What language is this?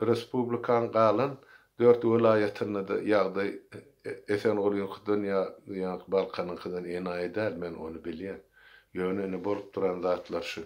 Turkmen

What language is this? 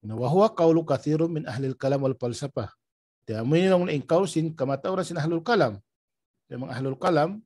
Tausug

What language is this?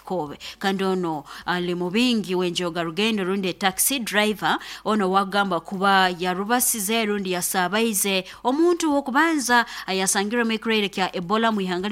Nyoro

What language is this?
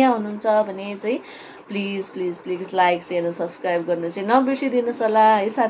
Nepali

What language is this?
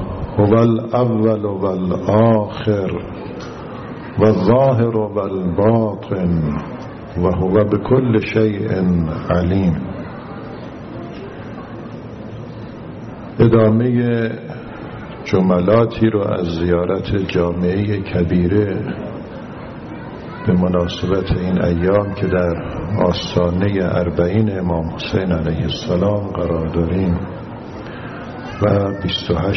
Persian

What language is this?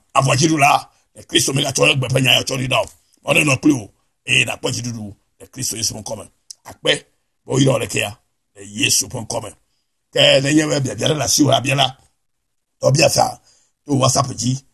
Ewe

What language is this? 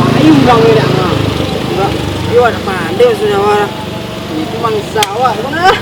Minangkabau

